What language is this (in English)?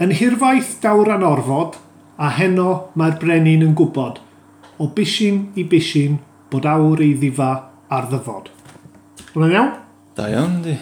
Welsh